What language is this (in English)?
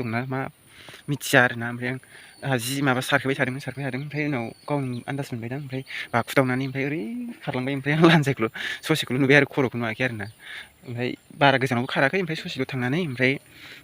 Bodo